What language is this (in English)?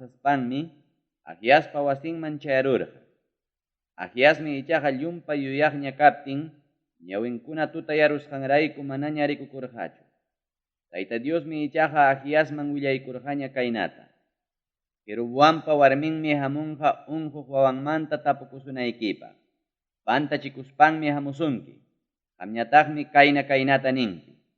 Ayacucho Quechua